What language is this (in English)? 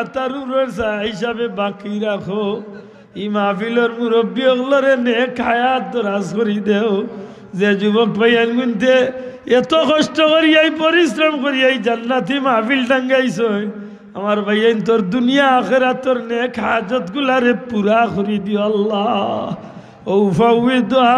Sylheti